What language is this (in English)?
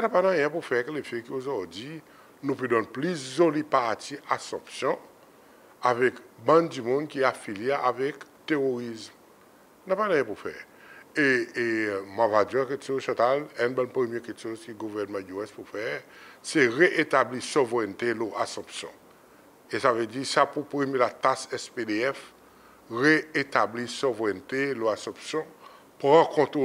Seselwa Creole French